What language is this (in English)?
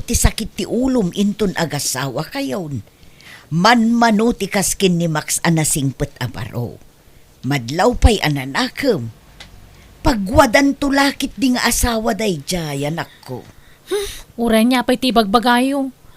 Iloko